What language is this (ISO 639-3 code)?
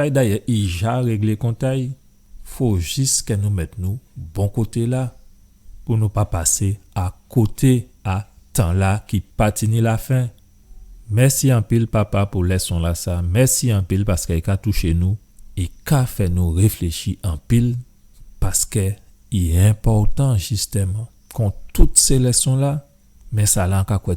gcf